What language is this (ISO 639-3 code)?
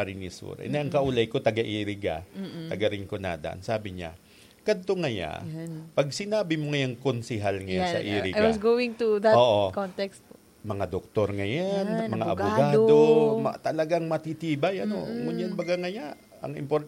bik